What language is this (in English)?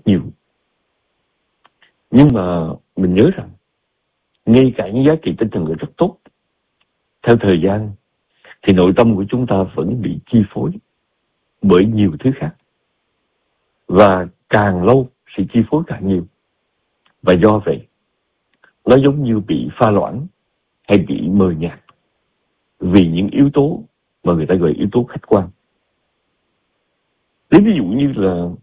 Vietnamese